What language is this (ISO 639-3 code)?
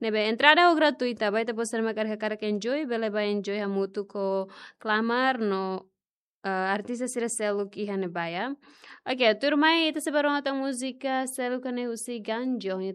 tet